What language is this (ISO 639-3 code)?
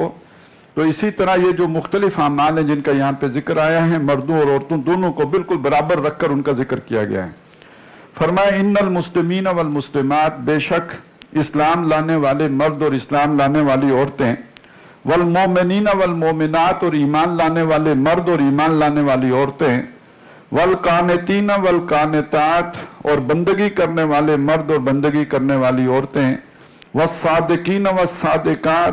urd